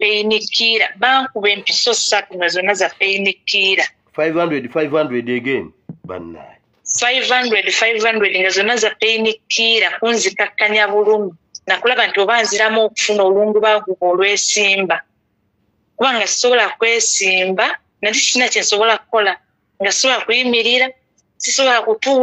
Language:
Ganda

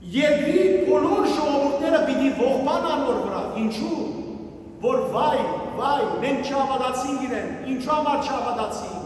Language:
Western Armenian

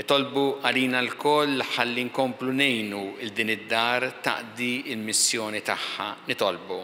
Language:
Maltese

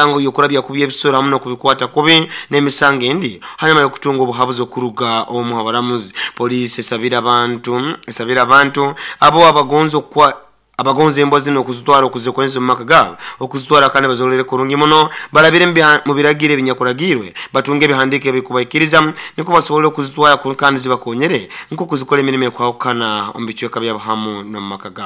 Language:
Nyoro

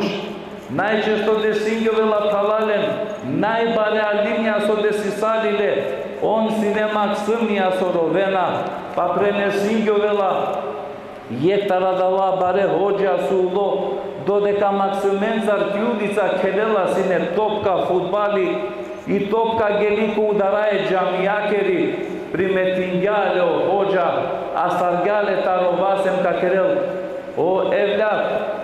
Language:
Balkan Romani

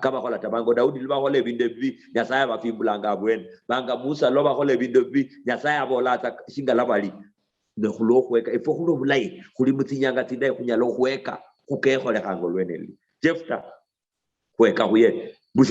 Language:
Luyia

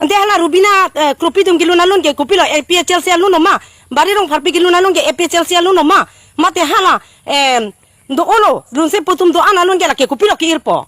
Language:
Karbi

